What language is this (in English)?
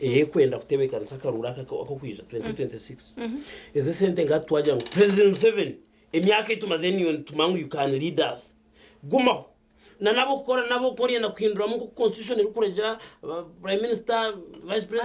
Nyankole